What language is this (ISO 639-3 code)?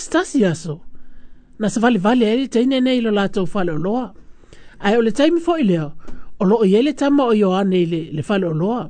smo